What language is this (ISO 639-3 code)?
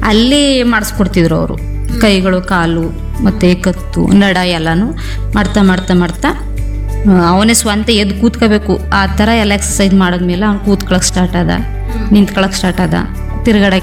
kan